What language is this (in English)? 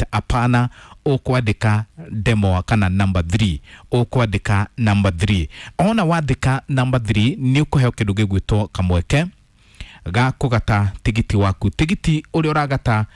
Kikuyu